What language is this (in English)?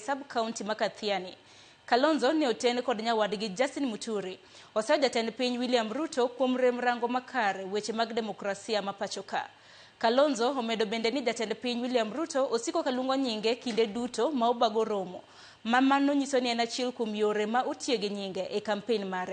Luo (Kenya and Tanzania)